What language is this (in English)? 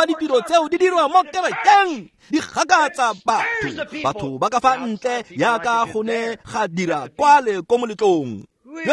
Tswana